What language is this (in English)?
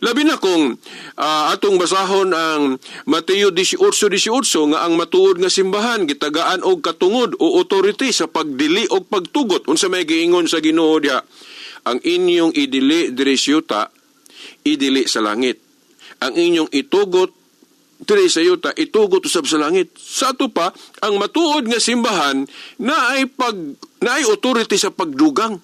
Cebuano